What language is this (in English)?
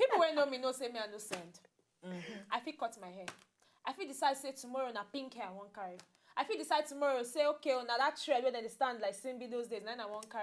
Nigerian Pidgin